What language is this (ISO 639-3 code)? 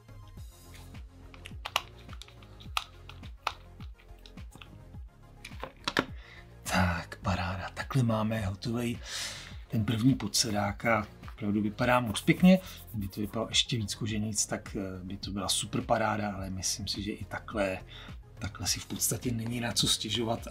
ces